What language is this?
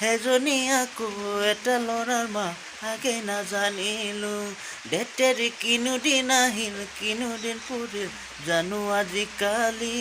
Assamese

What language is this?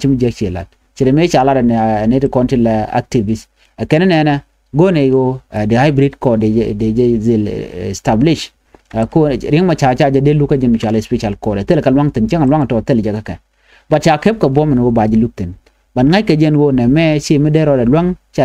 Nuer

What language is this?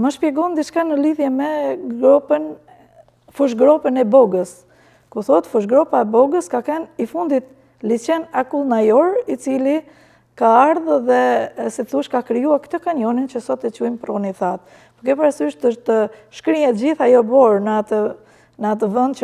Albanian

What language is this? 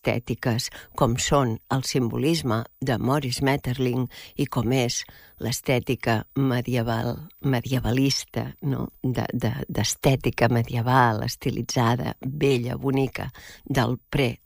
Catalan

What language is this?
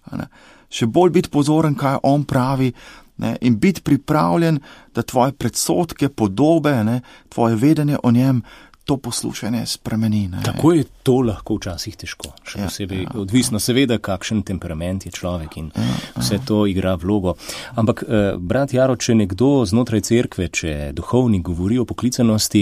Slovenian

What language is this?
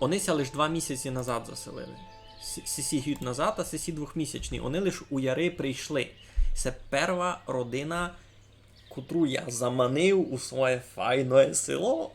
Rusyn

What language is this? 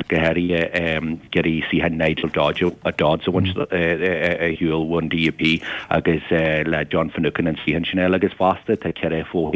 Irish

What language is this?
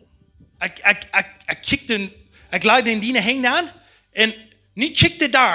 Plautdietsch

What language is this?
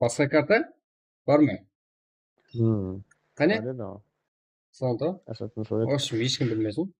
Kara-Kalpak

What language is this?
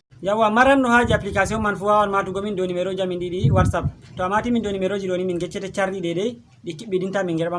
Fula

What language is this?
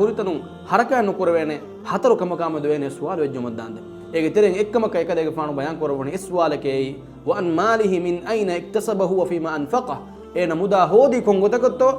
Divehi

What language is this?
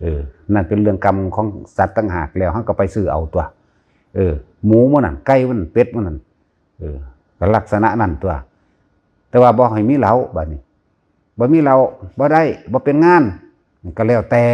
Northeastern Thai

